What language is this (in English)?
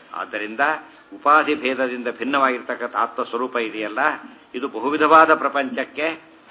Kannada